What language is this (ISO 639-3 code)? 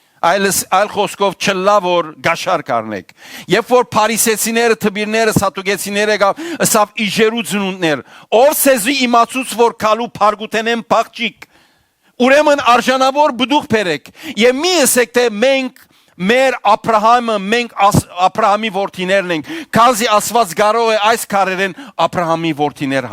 hyw